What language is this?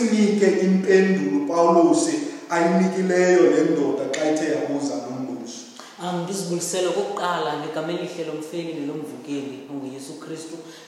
Xhosa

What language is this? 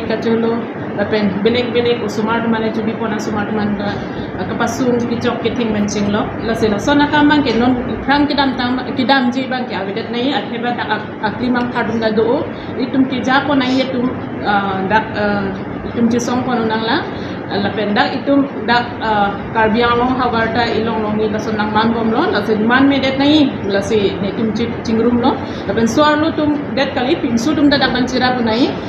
Karbi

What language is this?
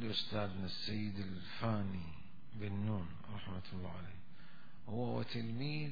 Mesopotamian Arabic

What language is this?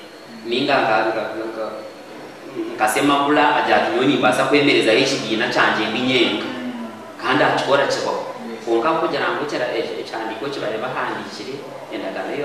Kinyarwanda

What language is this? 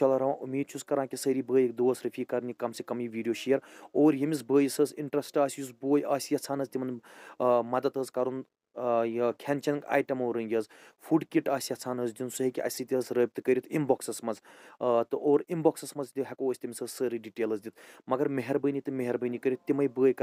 Kashmiri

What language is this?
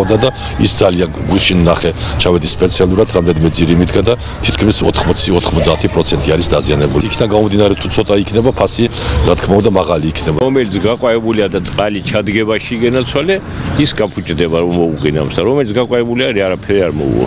Georgian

